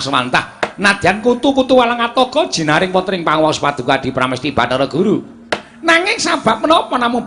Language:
Javanese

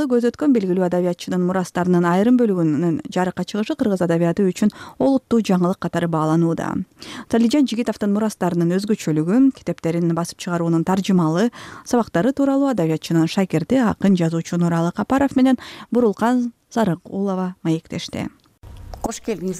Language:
Kyrgyz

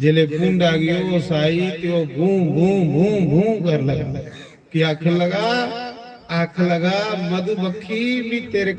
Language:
Dogri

